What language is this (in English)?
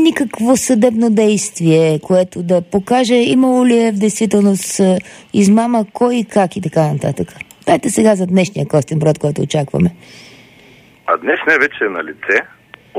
Bulgarian